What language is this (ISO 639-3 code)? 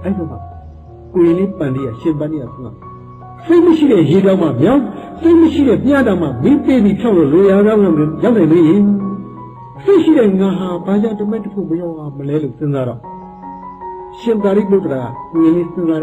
mya